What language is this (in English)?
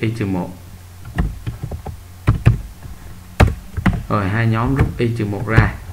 Vietnamese